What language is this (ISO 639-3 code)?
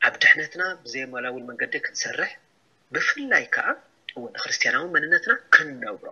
tir